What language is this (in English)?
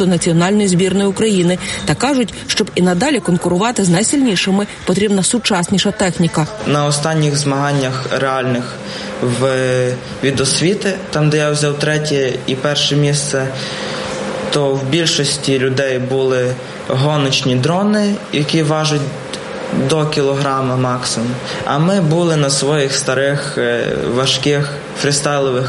Ukrainian